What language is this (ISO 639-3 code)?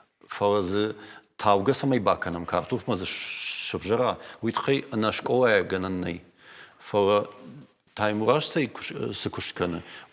oss